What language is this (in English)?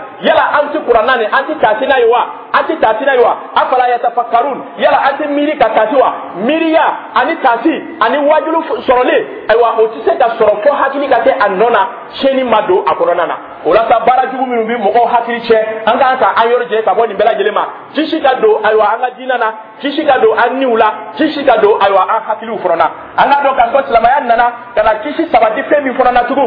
Dyula